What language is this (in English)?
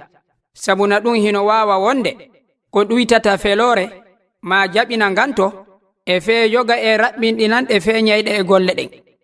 Fula